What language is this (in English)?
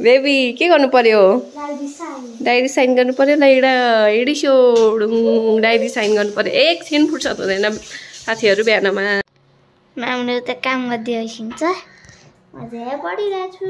Nepali